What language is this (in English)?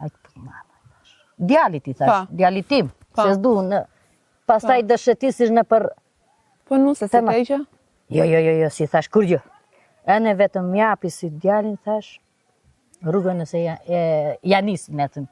Albanian